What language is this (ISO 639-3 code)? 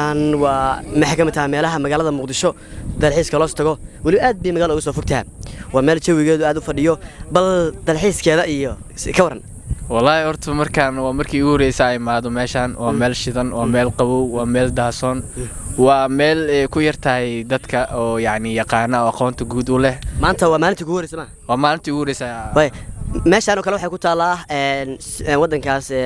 som